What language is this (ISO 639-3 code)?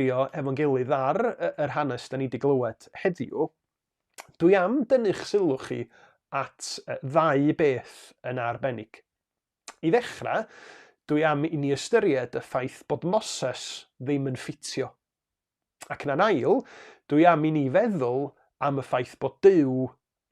cym